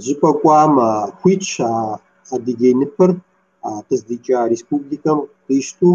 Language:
Kabardian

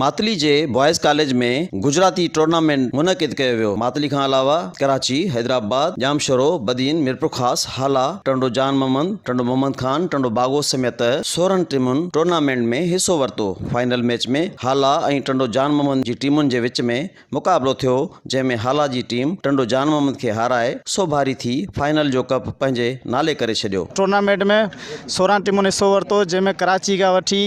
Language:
Sindhi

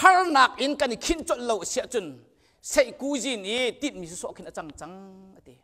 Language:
Hakha Chin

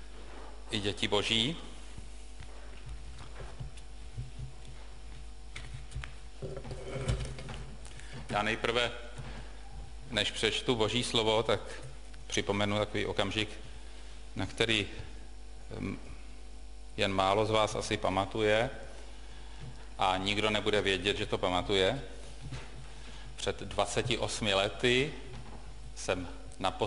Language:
Czech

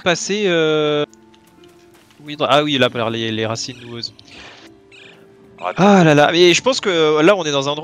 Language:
French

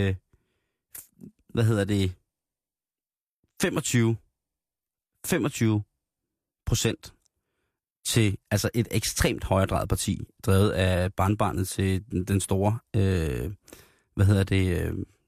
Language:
Danish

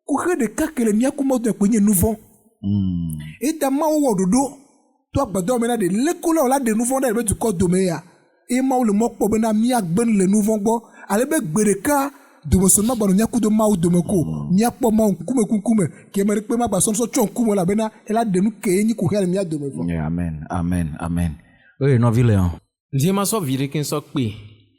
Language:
Ewe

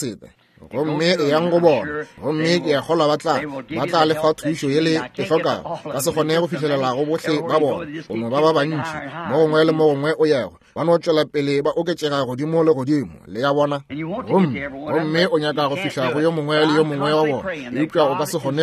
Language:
Northern Sotho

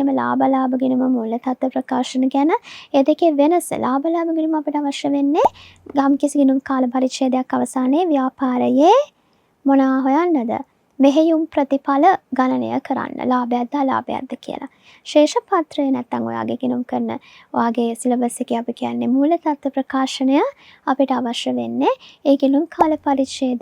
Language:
Sinhala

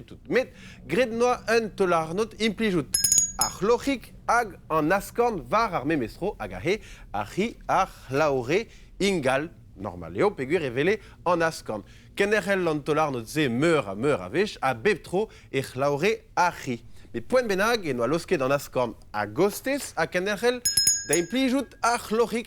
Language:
Breton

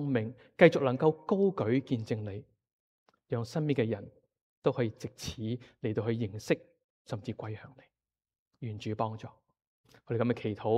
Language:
Cantonese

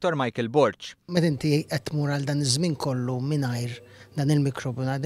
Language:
Maltese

